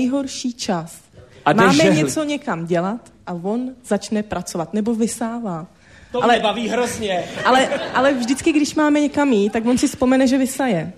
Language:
Czech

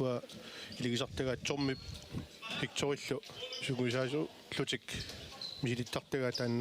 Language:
Kalaallisut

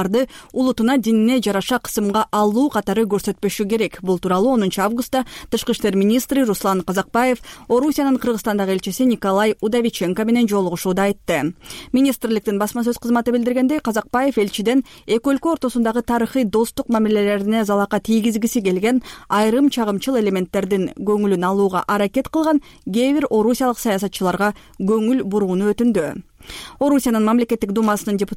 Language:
Kyrgyz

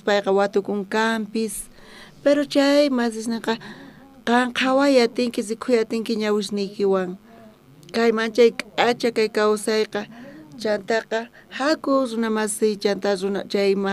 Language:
South Bolivian Quechua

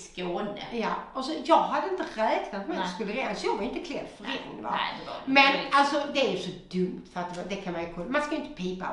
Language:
Swedish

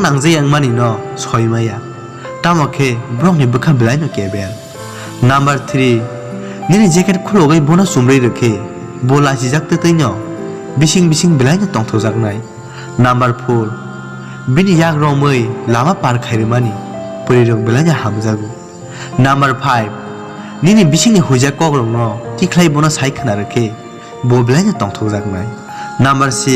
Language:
Kok Borok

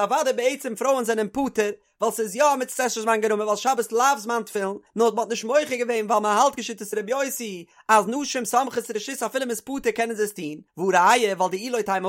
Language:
Yiddish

